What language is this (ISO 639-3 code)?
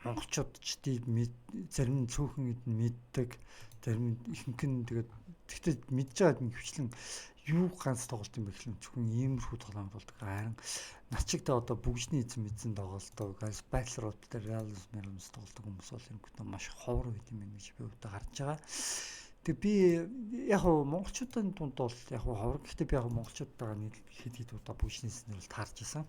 mon